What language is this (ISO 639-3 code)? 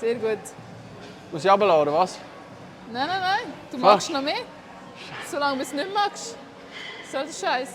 gsw